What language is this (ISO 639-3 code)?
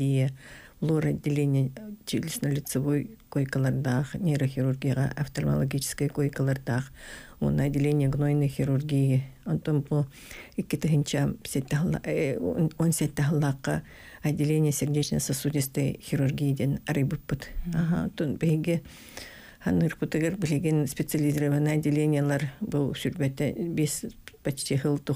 sah